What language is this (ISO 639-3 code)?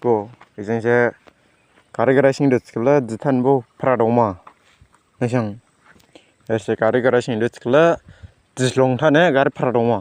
dis